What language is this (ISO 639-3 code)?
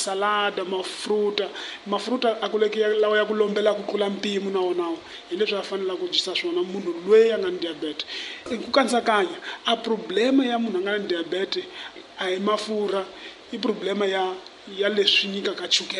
tso